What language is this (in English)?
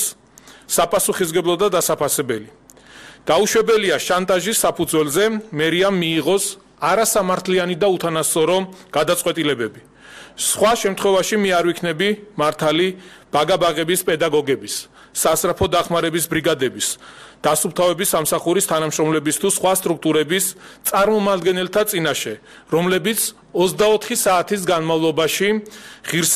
Georgian